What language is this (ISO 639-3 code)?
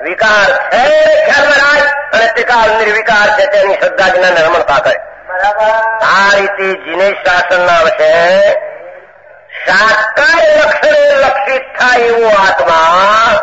guj